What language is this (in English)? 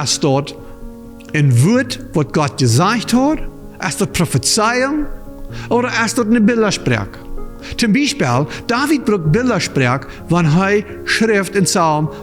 Plautdietsch